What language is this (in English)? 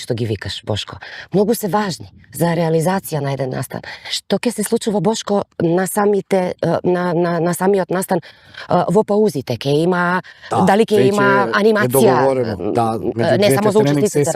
Macedonian